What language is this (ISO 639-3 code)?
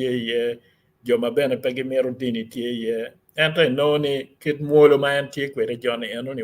ach